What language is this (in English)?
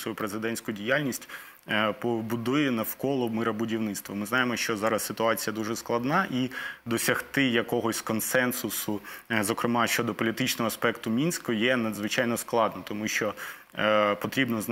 Ukrainian